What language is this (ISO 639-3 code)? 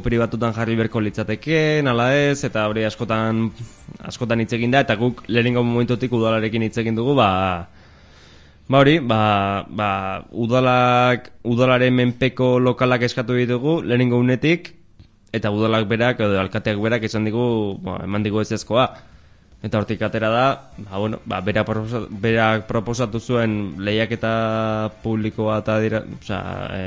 eus